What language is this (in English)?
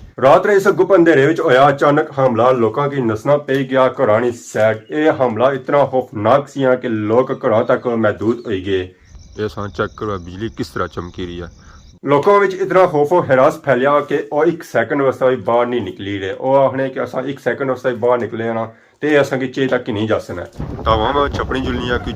Pahari-Potwari